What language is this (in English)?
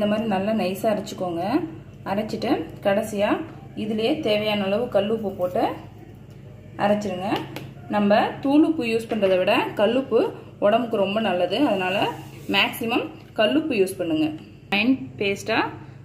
Tamil